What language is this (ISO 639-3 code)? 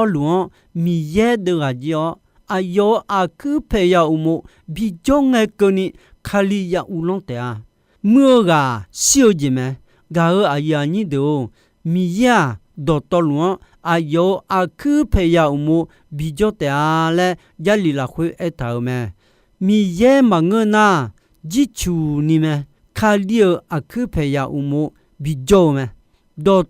ahk